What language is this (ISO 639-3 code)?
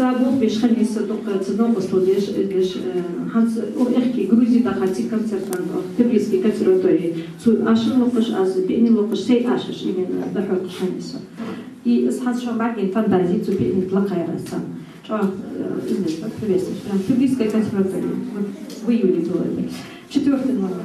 inh